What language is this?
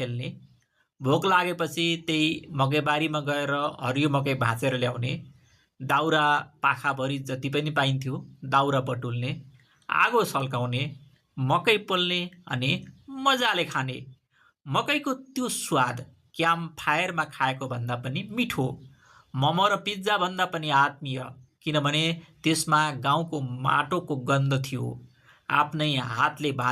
Nepali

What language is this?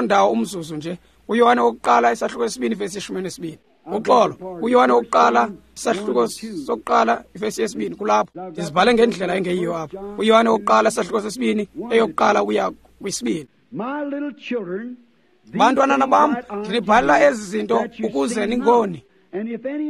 Xhosa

